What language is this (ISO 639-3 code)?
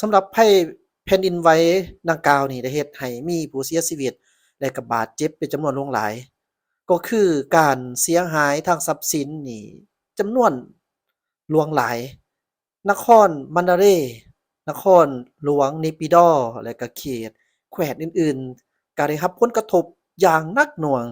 lao